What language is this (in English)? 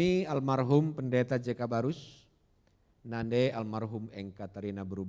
Batak Karo